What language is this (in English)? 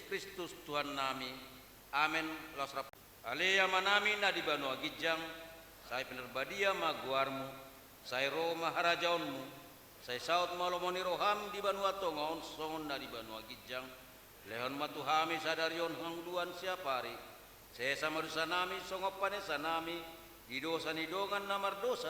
Batak Toba